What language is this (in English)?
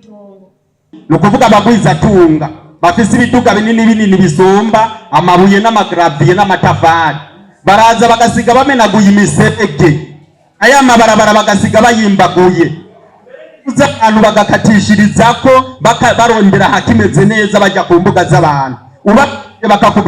Rundi